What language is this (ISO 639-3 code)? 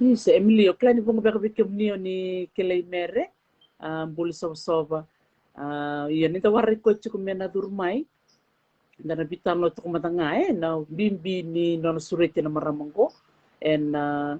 fij